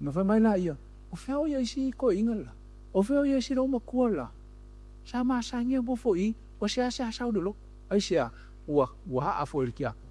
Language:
Samoan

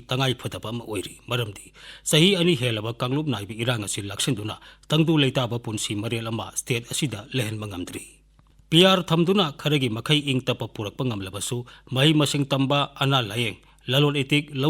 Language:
Manipuri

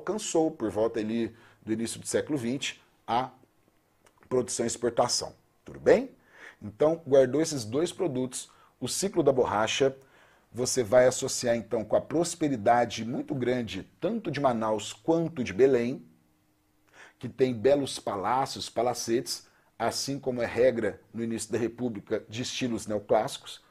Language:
Portuguese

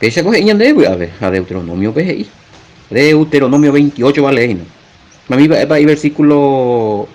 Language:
Guarani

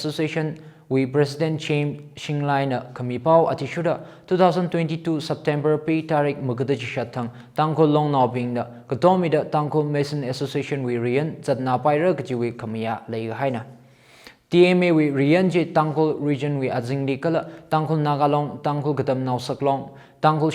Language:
Tangkhul Naga (India)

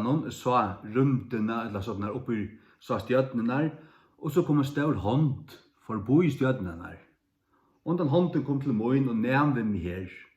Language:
Faroese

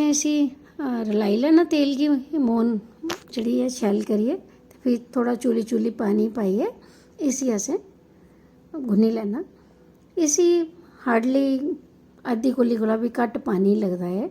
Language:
Dogri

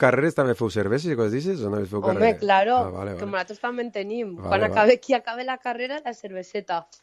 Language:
Catalan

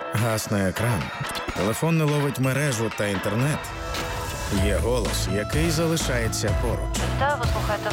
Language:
Ukrainian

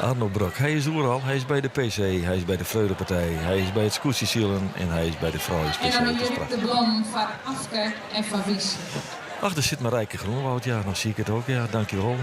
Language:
Western Frisian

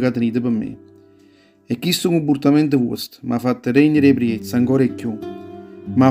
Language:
Neapolitan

